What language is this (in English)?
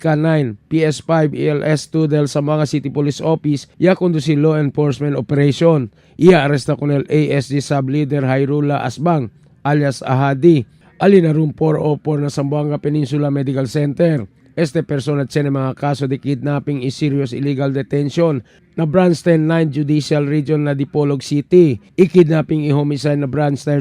Chavacano